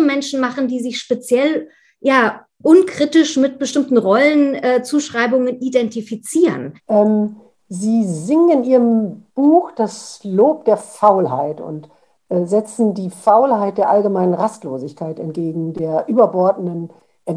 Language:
German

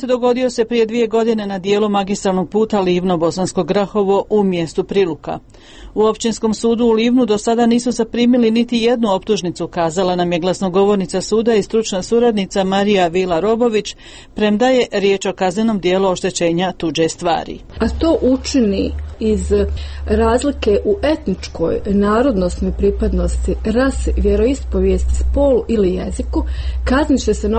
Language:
Croatian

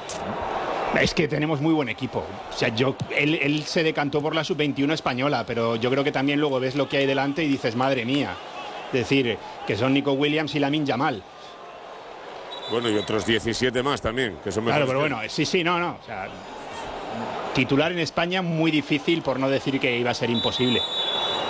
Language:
Spanish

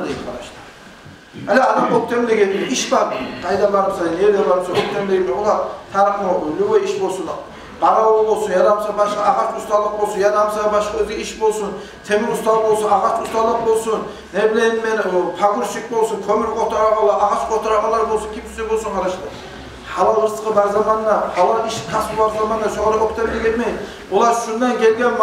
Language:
Kumyk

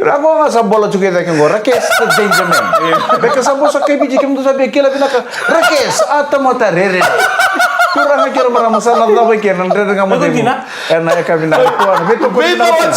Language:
Fijian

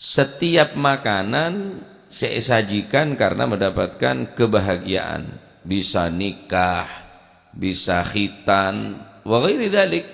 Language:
Madurese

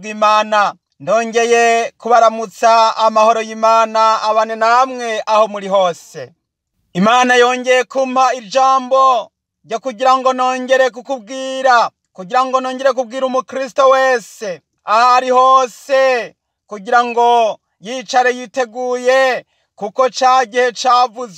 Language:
Rundi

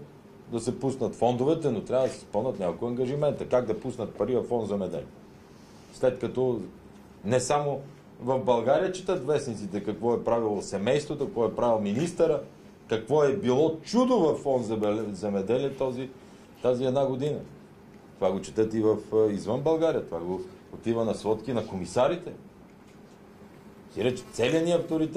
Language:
Bulgarian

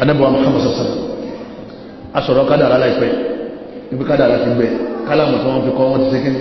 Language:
Yoruba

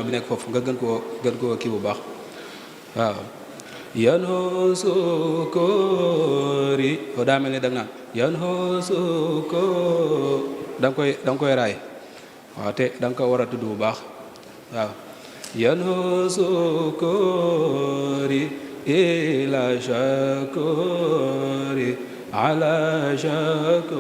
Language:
Wolof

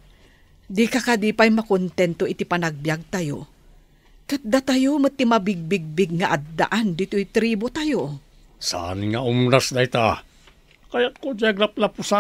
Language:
Iloko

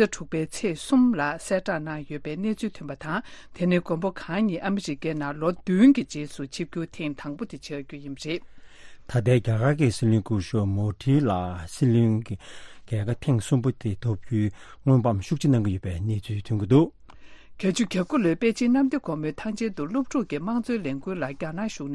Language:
Tibetan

